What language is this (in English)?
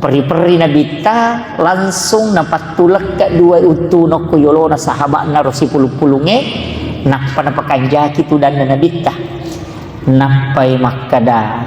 Buginese